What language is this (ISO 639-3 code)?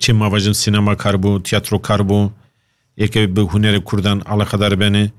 kur